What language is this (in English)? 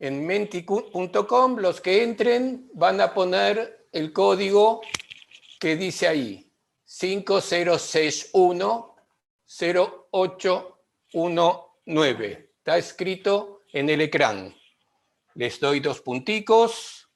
Ladino